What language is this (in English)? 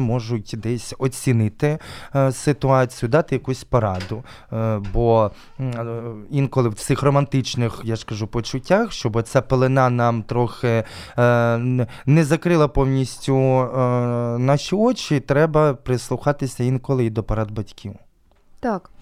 Ukrainian